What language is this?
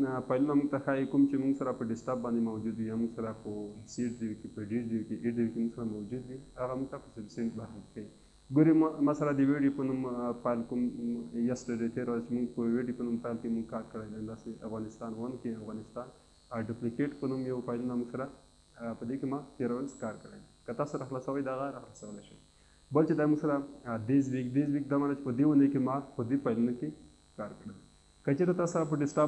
Pashto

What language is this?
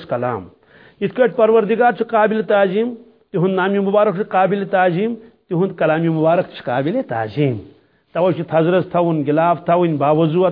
Kashmiri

